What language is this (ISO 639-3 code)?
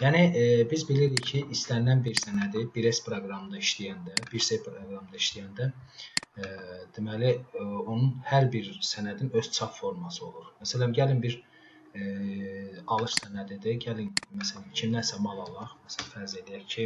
aze